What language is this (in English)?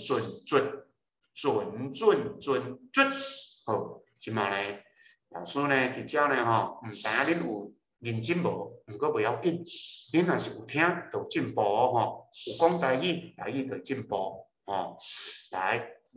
Min Nan Chinese